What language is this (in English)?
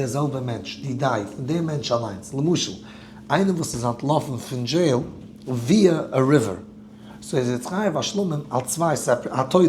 Yiddish